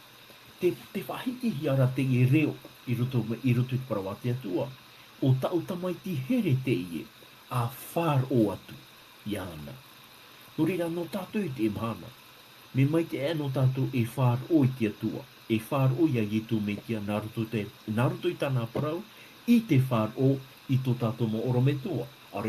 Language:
Tahitian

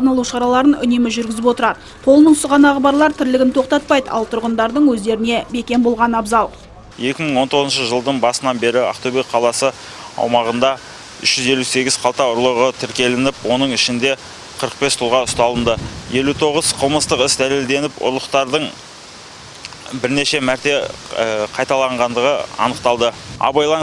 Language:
Kazakh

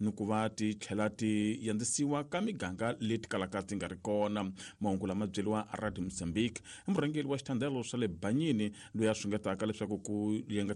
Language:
Tsonga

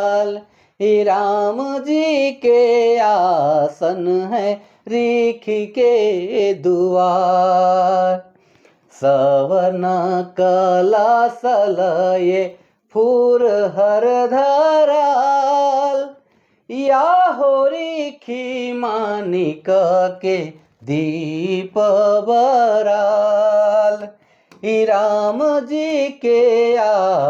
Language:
Sadri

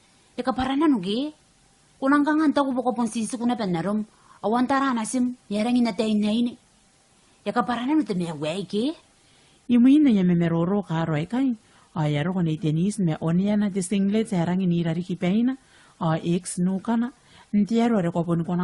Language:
Gilbertese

